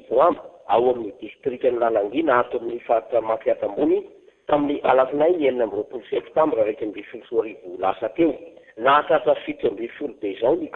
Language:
Malagasy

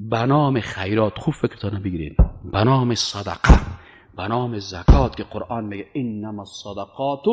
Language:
Persian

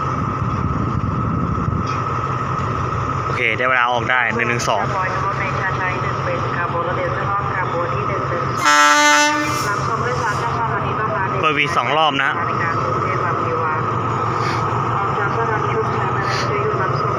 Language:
Thai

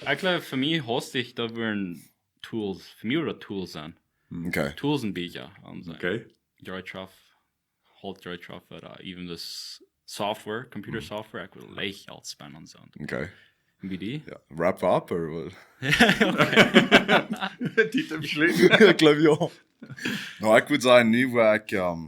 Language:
Plautdietsch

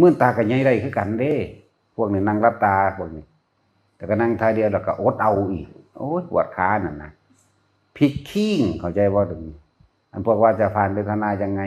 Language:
Northeastern Thai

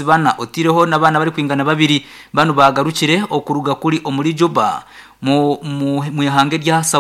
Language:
Nyankole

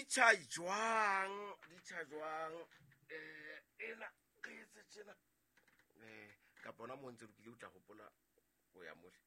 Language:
Southern Sotho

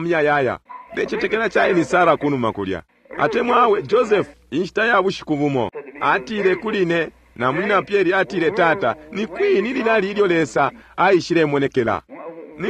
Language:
Bemba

